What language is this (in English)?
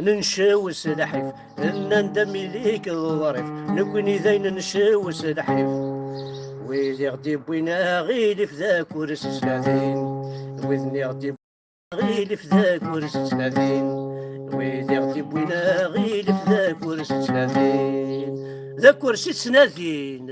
Kabyle